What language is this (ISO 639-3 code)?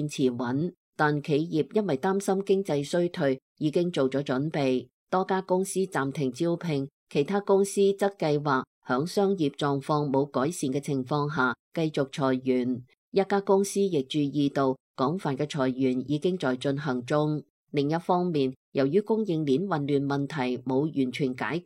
yue